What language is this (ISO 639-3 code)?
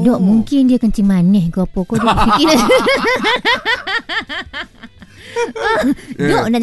msa